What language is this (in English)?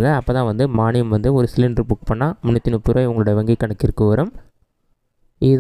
Tamil